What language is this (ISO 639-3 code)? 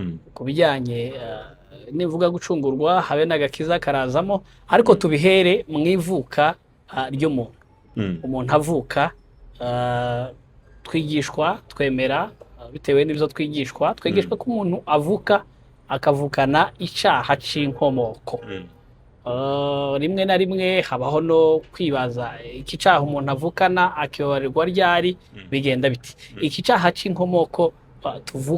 kin